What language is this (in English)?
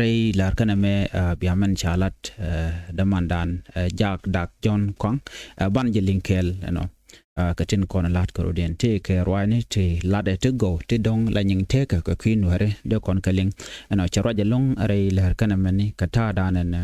Nuer